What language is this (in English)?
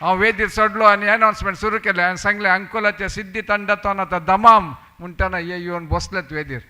Konkani